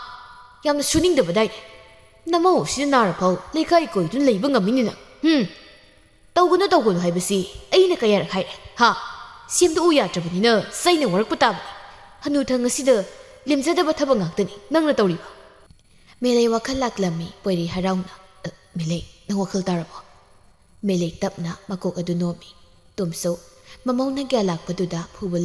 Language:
Manipuri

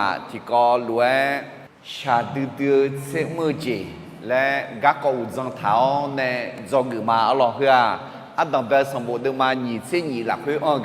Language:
Akha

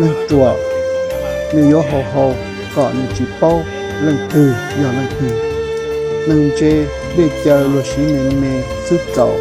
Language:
Hmong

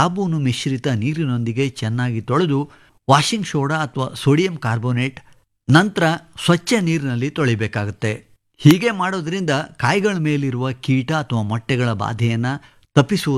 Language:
Kannada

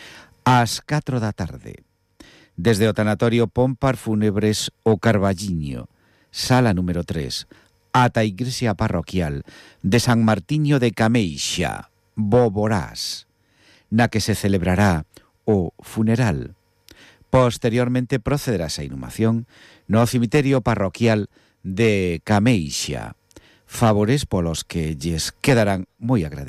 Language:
Galician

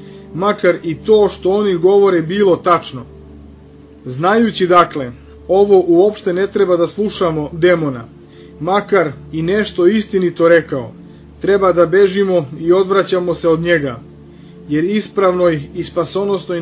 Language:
Serbian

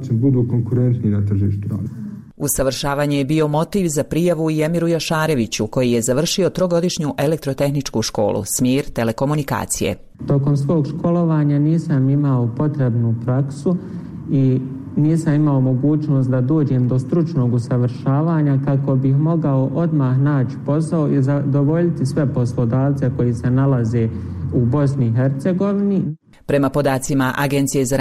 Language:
Bosnian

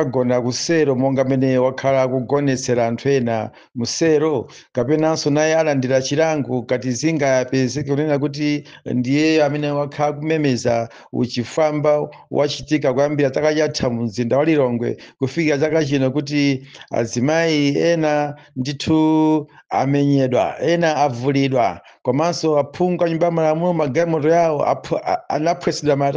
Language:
Nyanja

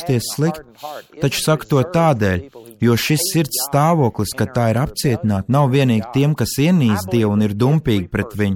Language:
Latvian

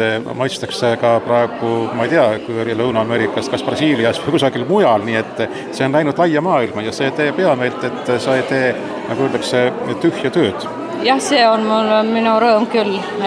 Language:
Estonian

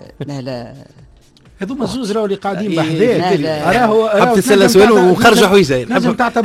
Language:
Tunisian Arabic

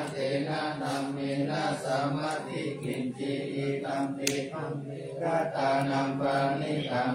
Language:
Pali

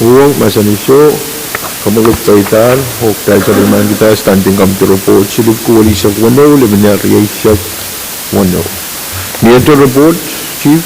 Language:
Pohnpeian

